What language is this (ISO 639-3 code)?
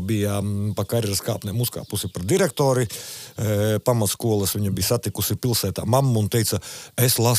lav